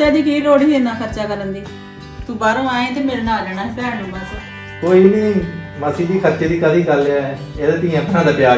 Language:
Punjabi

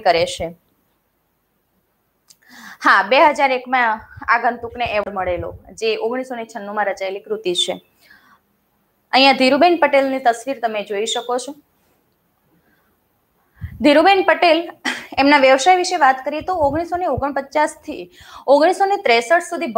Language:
Gujarati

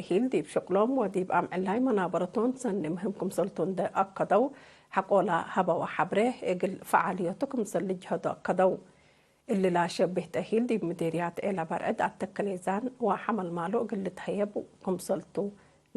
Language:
Tigre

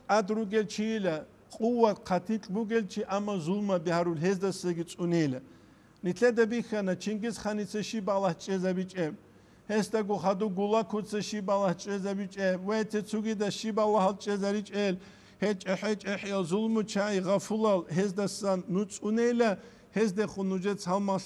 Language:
Avaric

